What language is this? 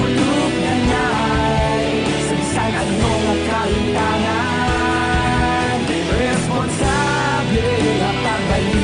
Hiligaynon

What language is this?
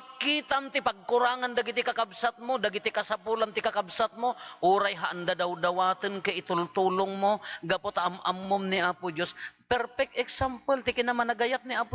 Iloko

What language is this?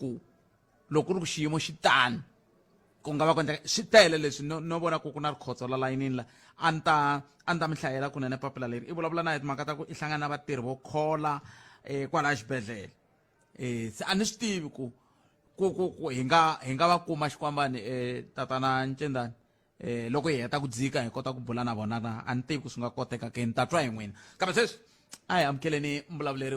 Tsonga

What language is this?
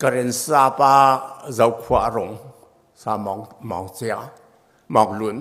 Hakha Chin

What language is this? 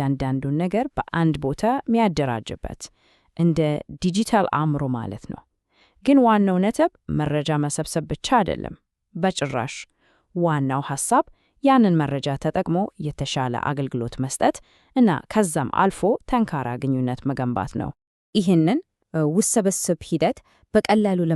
Amharic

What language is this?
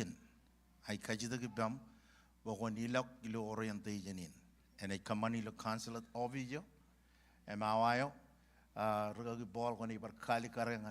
Marshallese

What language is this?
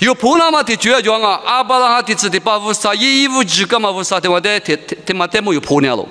Lisu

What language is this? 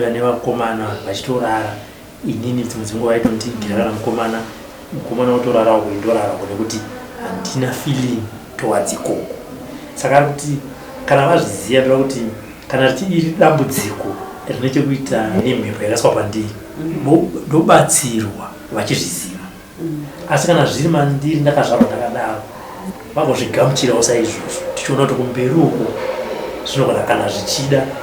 Shona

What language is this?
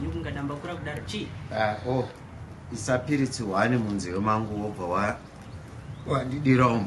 Shona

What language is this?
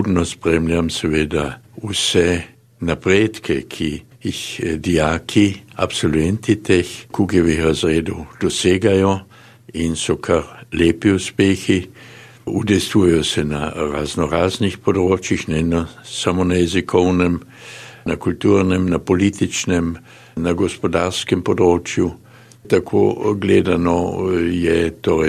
Slovenian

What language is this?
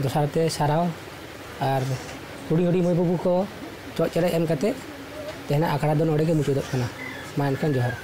Santali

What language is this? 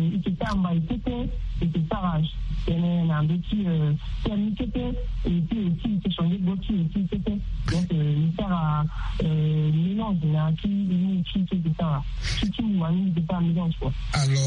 Sango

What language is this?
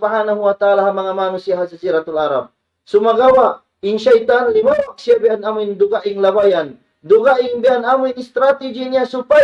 Tausug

